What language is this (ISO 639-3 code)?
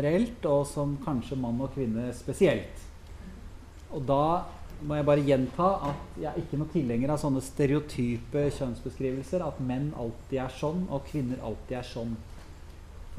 nor